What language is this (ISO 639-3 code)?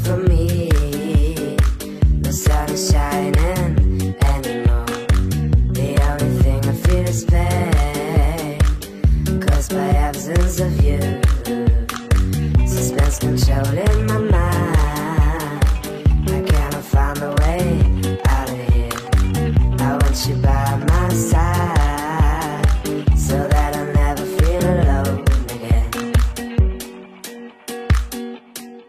eng